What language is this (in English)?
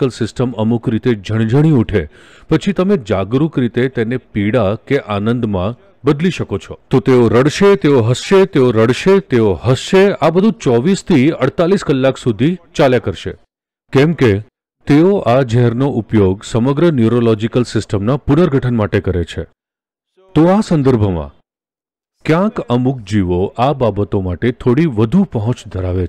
Gujarati